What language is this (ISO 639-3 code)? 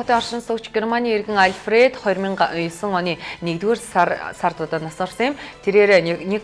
mon